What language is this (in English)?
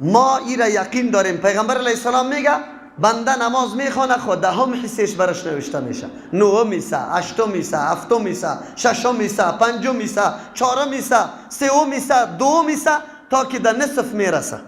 Persian